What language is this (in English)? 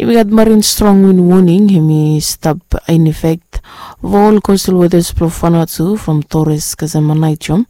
Bislama